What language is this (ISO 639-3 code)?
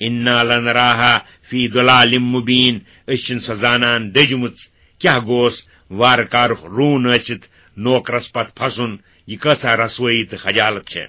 kas